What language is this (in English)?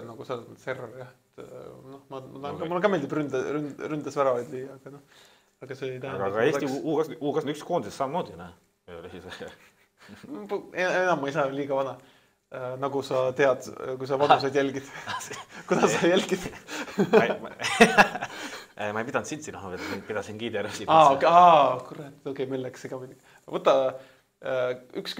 Estonian